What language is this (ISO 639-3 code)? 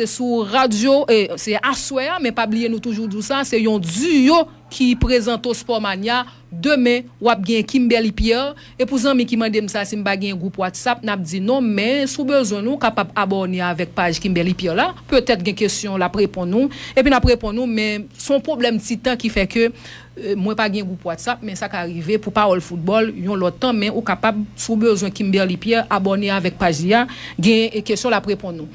hat